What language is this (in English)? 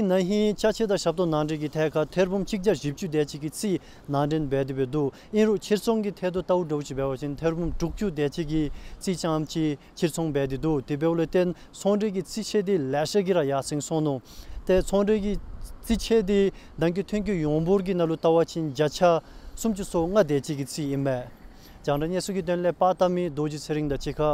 Dzongkha